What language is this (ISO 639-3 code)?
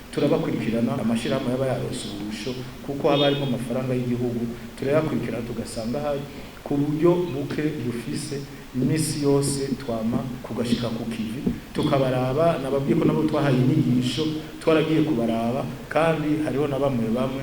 run